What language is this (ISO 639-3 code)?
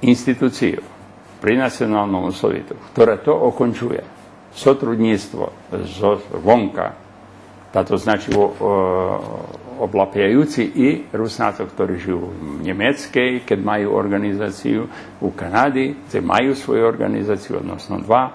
rue